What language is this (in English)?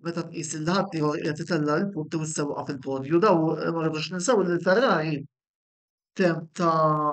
Maltese